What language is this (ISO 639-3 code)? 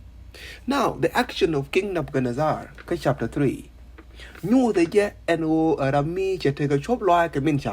nus